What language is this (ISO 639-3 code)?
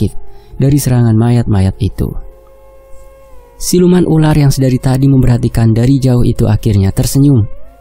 ind